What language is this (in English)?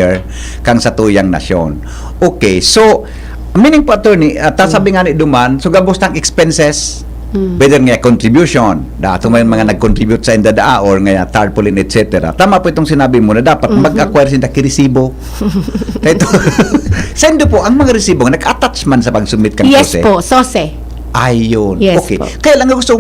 Bikol